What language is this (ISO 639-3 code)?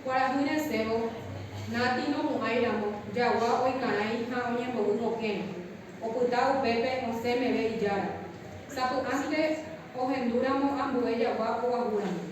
grn